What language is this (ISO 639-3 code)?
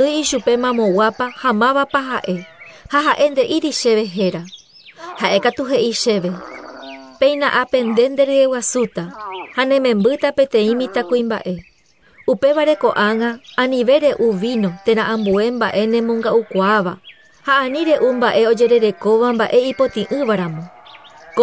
grn